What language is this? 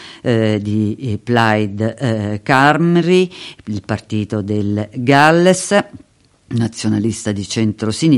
Italian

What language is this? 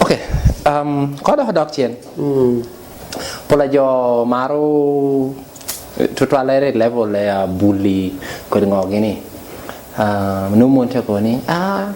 Lango (Uganda)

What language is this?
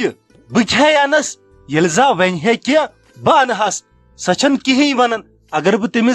Kashmiri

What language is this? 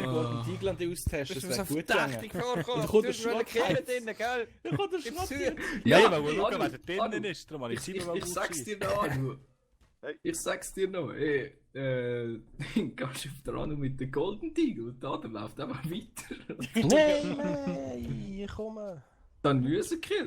Swiss German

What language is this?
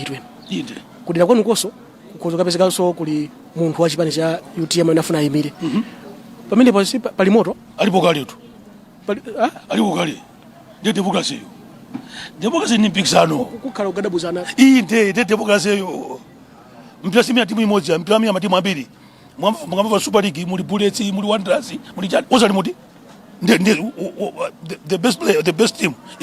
Nyanja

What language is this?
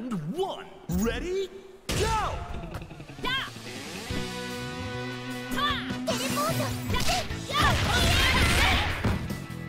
Japanese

